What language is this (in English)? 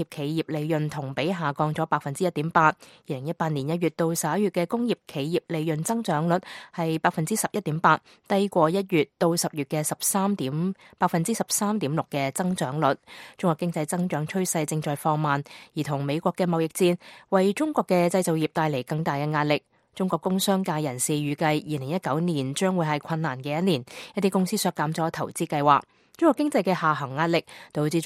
Cantonese